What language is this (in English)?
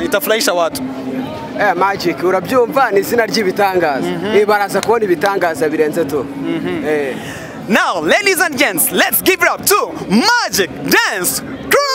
Kinyarwanda